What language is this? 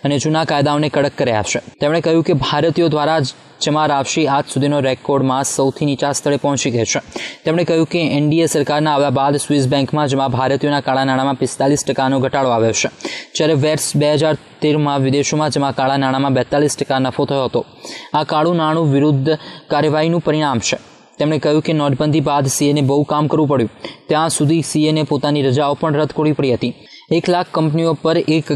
Gujarati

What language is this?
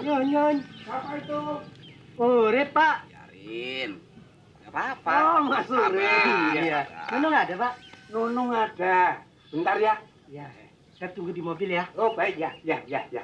Betawi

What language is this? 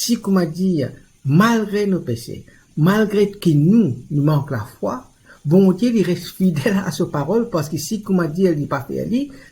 Morisyen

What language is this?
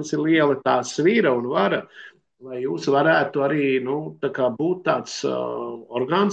Latvian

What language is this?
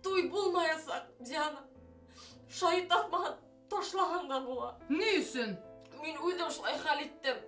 Bashkir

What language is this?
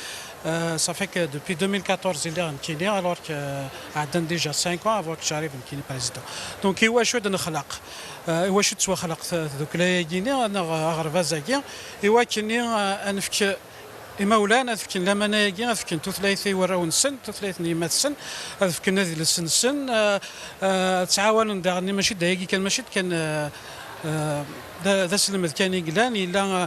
Kabyle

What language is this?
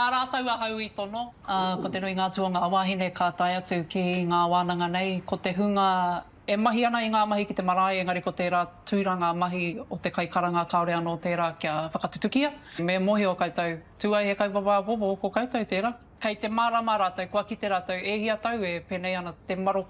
Māori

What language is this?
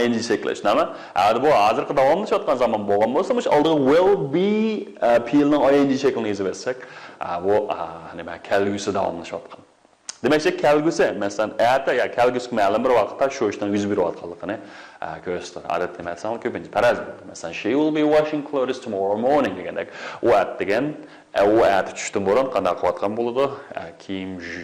Uyghur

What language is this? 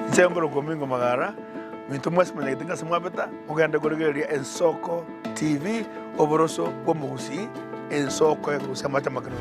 Gusii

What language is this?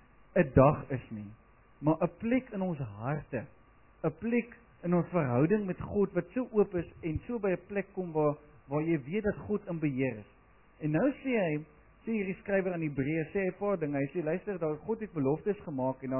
Afrikaans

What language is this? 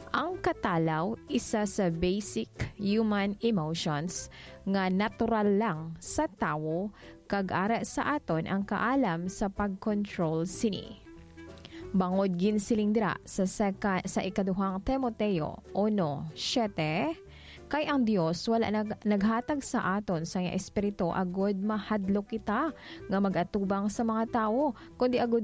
Hiligaynon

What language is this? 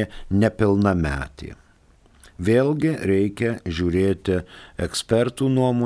Lithuanian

